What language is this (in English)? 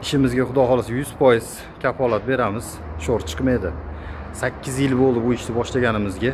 Uzbek